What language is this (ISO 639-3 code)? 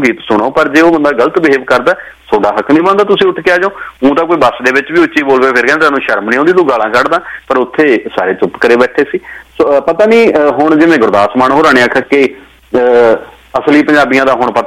pan